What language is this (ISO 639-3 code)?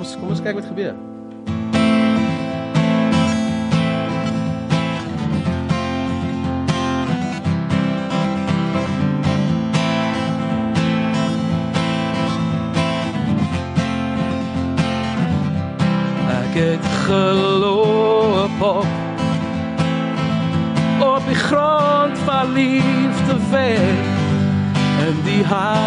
afr